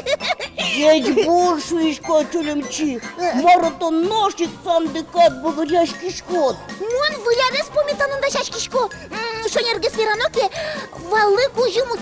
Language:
Udmurt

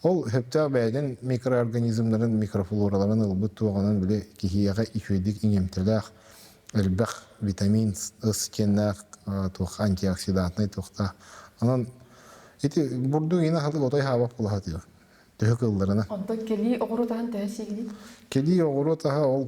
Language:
Yakut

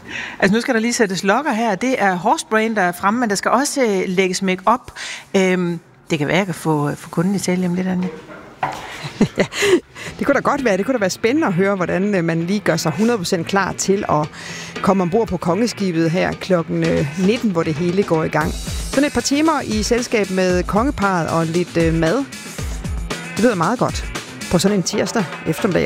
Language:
Danish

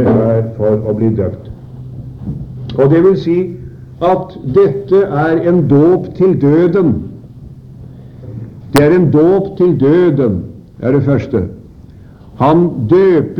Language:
Norwegian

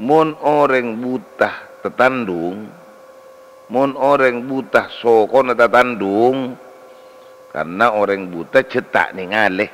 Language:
Madurese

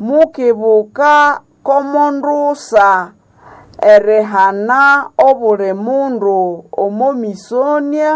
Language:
Nande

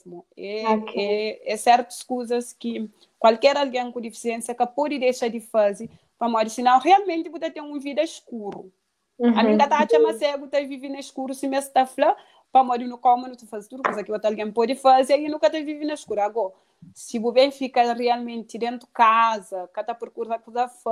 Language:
Kabuverdianu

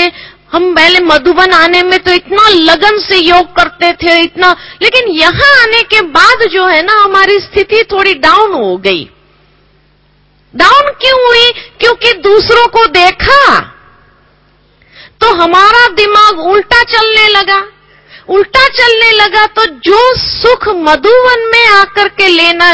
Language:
Hindi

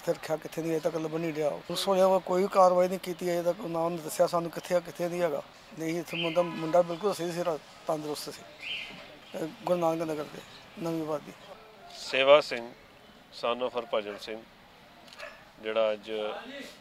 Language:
Punjabi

